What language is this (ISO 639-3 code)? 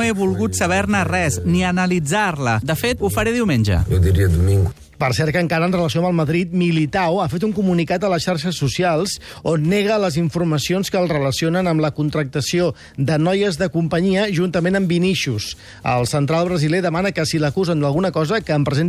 cat